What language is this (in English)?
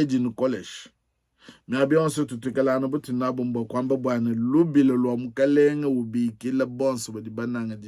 Luba-Lulua